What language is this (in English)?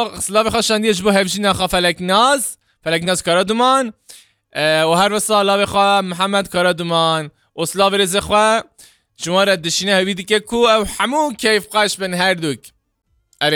Kurdish